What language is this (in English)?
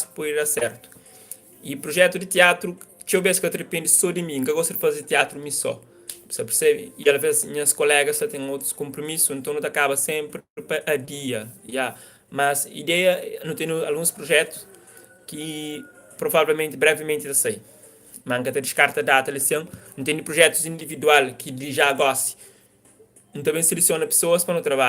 Kabuverdianu